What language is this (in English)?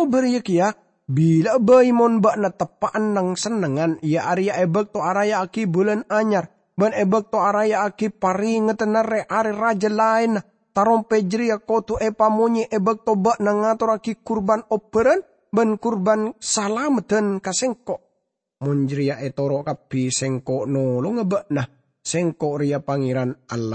Madurese